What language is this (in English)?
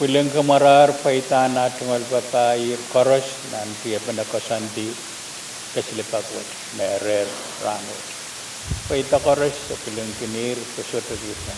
Pohnpeian